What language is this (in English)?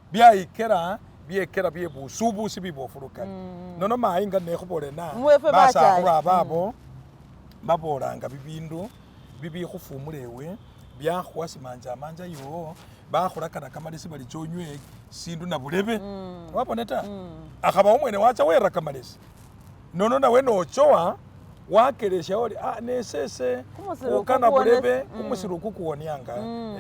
Masaaba